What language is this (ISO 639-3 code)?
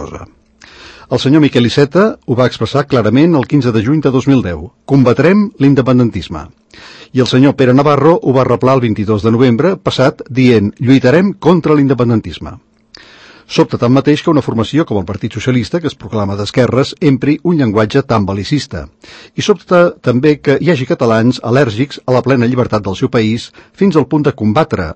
cat